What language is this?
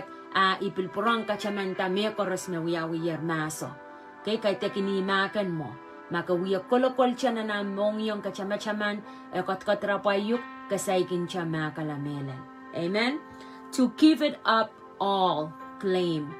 Pohnpeian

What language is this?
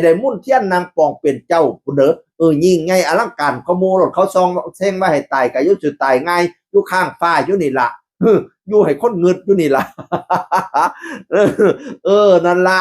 Northeastern Thai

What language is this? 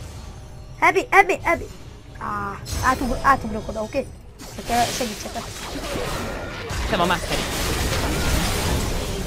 Hungarian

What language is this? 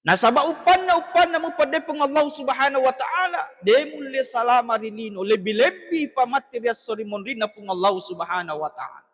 Buginese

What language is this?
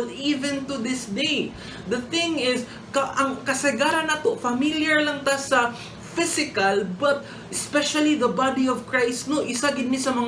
Cebuano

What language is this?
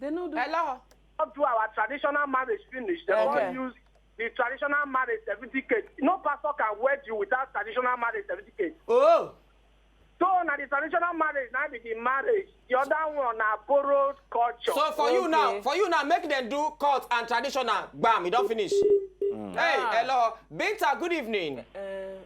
Nigerian Pidgin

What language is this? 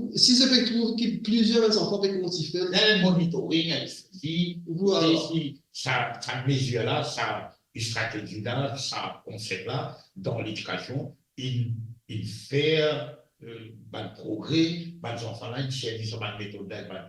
Morisyen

